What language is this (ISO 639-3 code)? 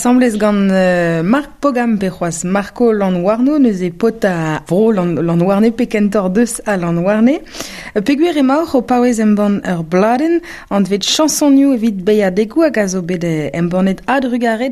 bre